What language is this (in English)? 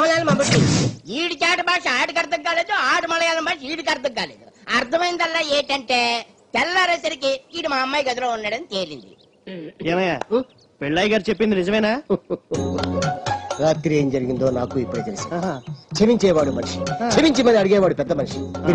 Telugu